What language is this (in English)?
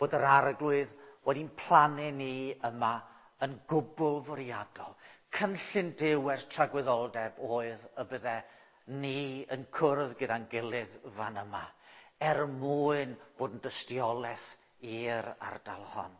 Welsh